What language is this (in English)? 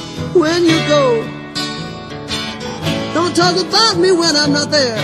Greek